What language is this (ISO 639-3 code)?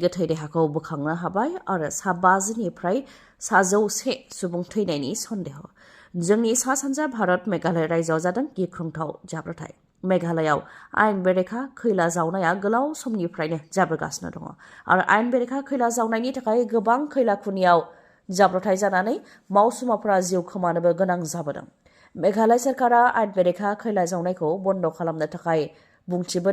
brx